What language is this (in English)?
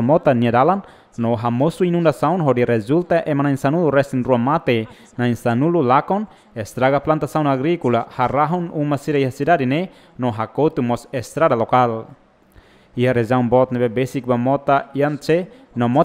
Tetum